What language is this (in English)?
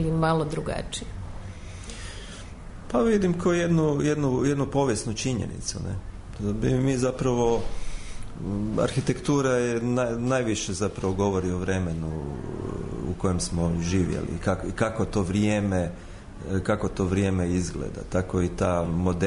Croatian